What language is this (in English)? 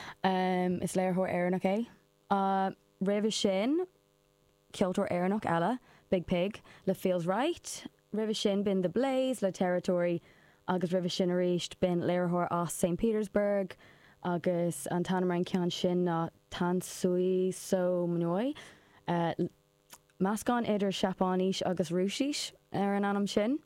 Irish